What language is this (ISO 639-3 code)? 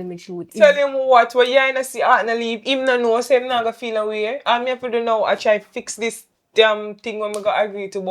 jam